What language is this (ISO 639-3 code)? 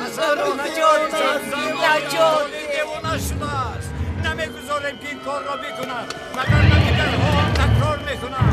tgk